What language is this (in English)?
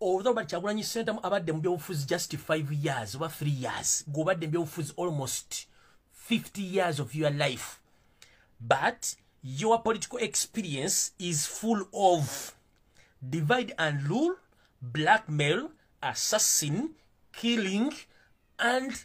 Ganda